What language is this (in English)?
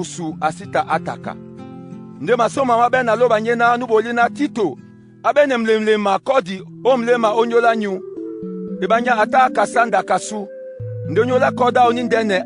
Duala